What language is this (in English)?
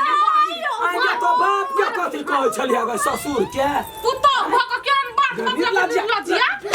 Maithili